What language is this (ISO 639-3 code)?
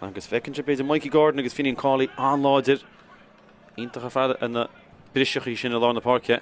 gle